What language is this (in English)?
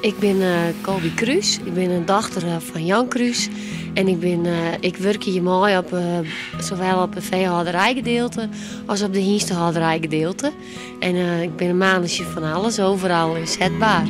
Western Frisian